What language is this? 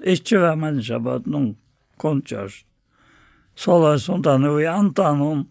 Faroese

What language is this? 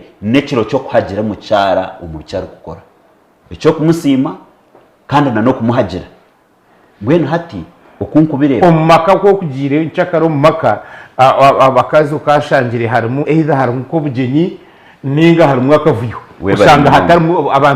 Nyankole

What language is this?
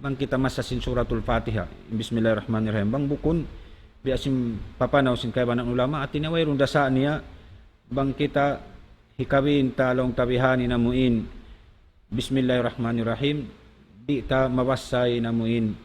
Tausug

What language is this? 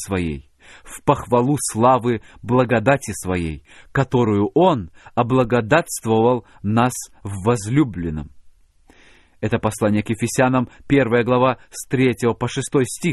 Russian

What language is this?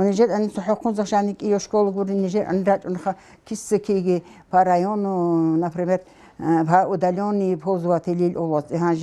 Avaric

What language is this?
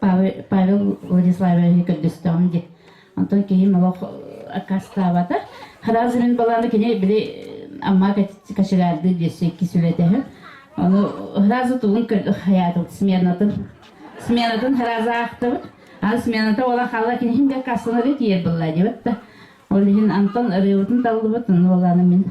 Yakut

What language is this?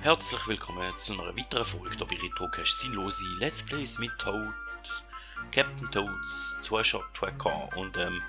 Swiss German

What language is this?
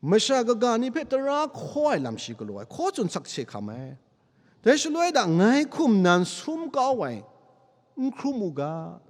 Kachin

